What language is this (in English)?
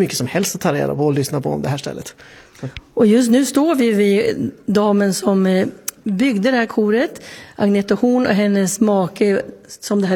Swedish